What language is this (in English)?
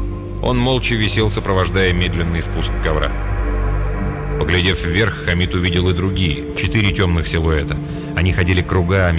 Russian